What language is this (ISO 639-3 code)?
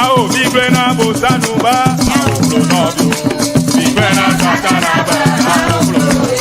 ewe